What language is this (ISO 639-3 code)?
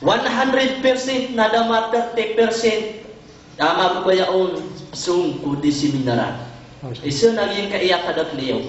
mrw